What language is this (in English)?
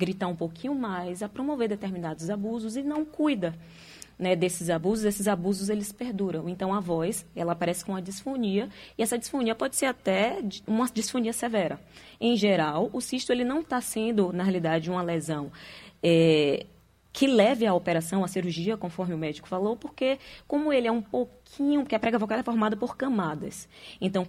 Portuguese